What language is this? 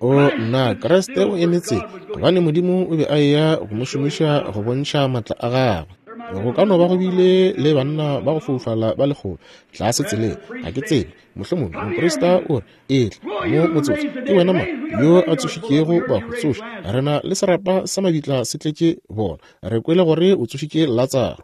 Northern Sotho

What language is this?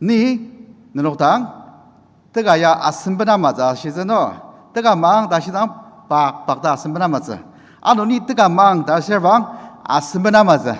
Ao Naga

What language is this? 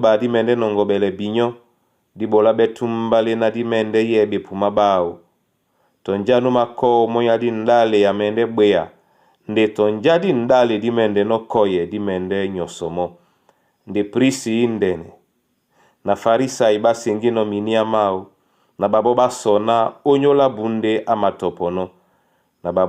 Duala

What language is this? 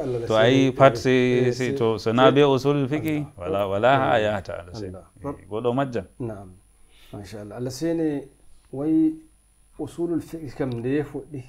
Nigerian Fulfulde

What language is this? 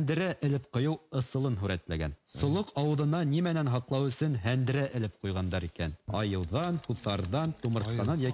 Bashkir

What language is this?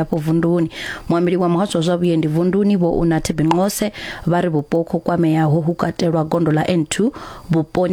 Venda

